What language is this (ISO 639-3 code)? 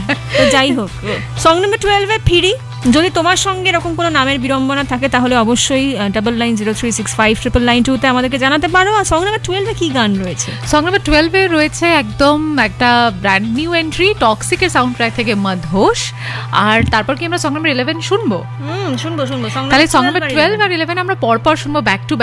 ben